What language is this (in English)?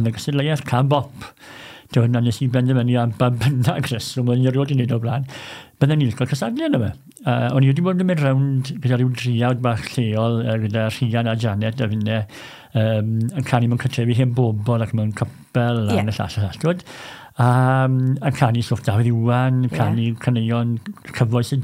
Welsh